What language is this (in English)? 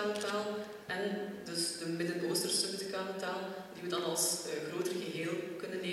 Dutch